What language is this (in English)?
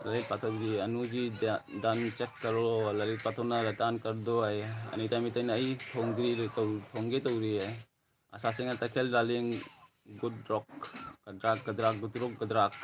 Manipuri